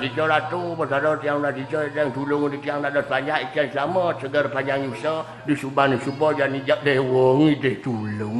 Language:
Balinese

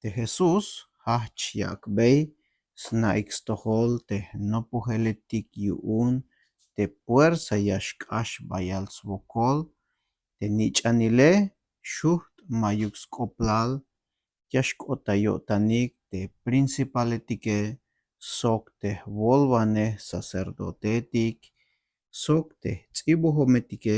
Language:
Tzeltal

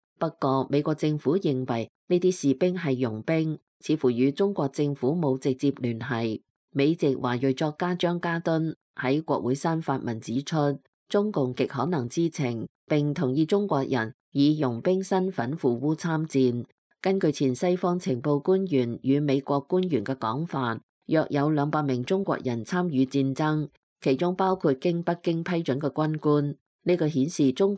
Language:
Cantonese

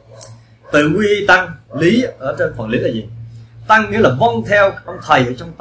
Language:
Vietnamese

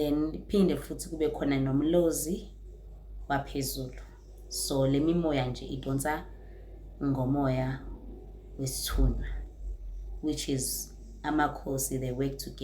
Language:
Zulu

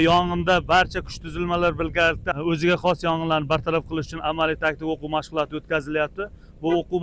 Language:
Uzbek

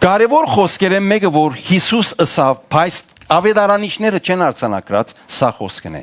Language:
Western Armenian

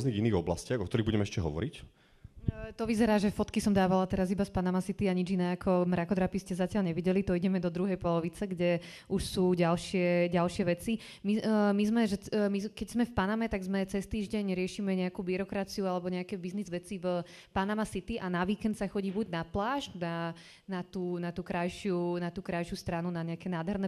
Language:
Slovak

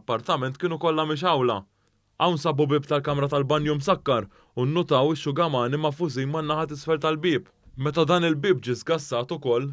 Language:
Maltese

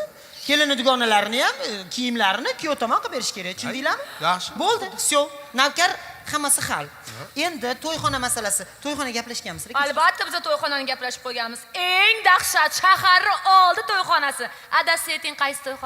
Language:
Uzbek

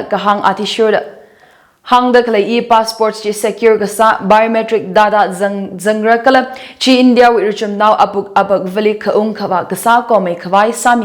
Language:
Tangkhul Naga (India)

